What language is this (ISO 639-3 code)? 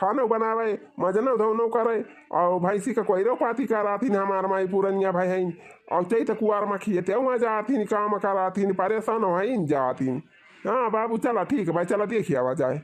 awa